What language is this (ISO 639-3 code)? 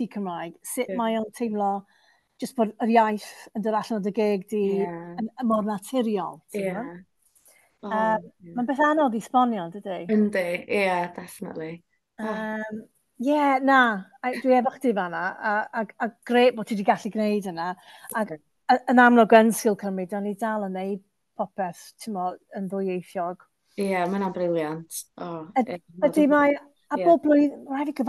cym